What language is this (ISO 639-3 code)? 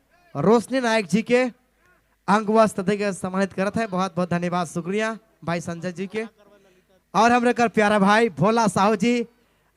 sck